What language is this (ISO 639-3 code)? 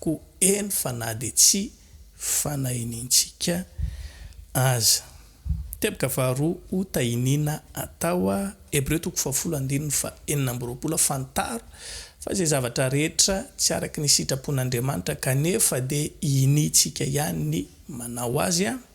mlg